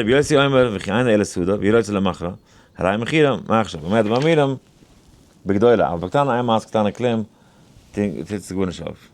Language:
Yiddish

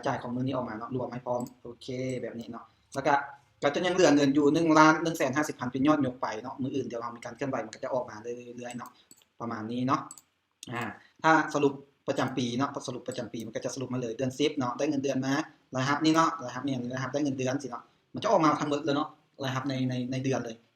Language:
Lao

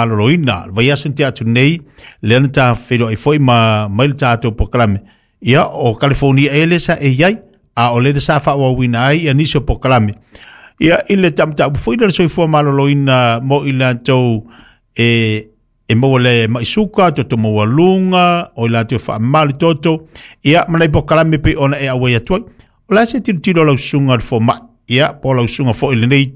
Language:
Samoan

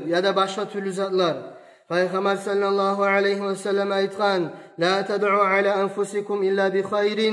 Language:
Kumyk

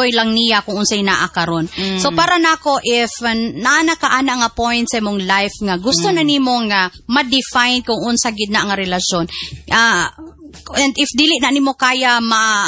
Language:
Cebuano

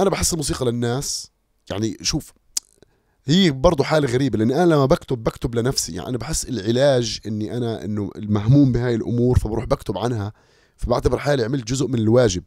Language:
North Levantine Arabic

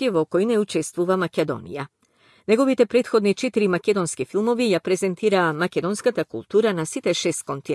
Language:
Macedonian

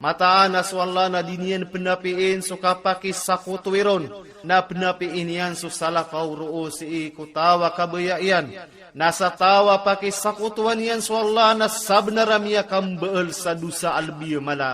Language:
Maranao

